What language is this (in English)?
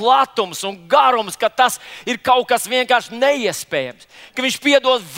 Latvian